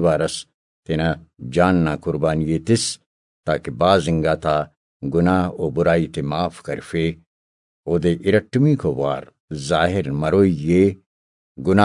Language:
Brahui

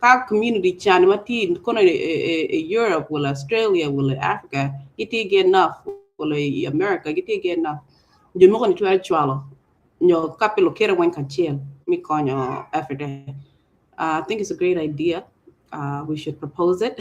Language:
Acoli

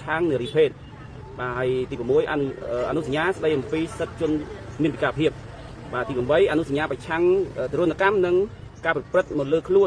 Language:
Khmer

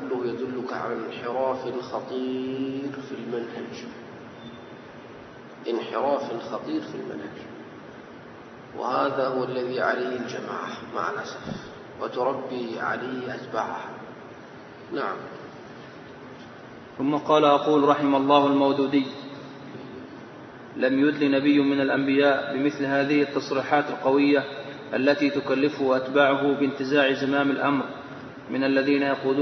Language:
Arabic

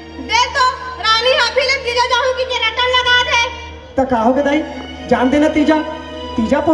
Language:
Chhattisgarhi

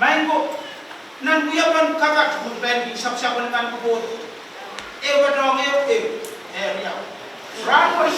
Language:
Pohnpeian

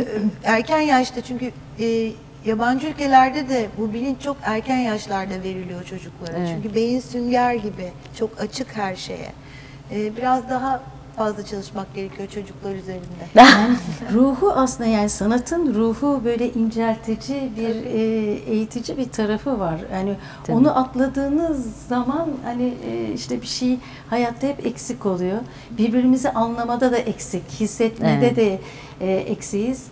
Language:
Turkish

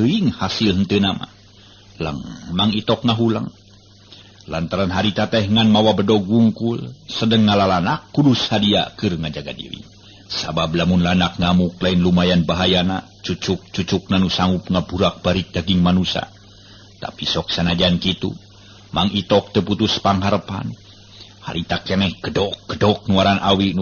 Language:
Sundanese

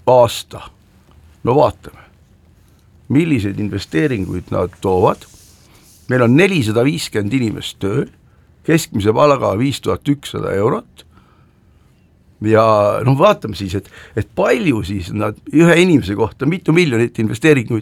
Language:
Estonian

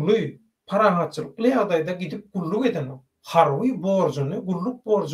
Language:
Turkmen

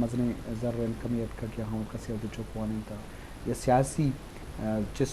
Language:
Eastern Balochi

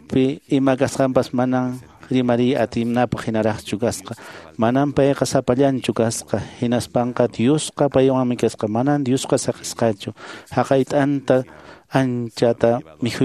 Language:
Quechua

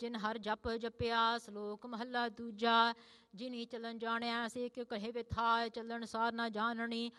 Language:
Punjabi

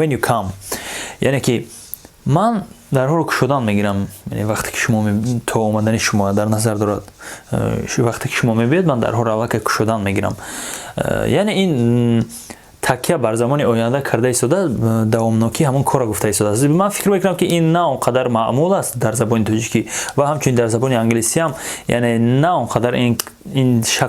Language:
Tajik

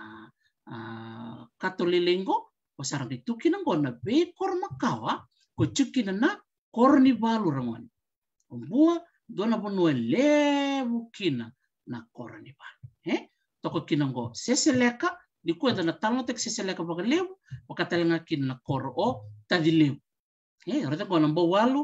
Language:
Fijian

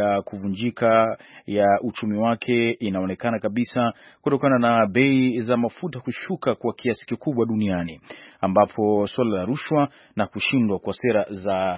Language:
Swahili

